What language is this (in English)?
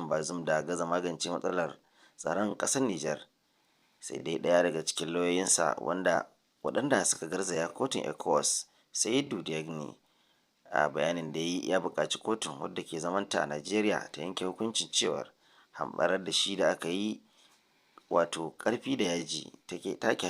Hausa